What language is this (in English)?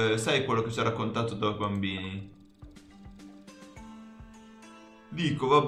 Italian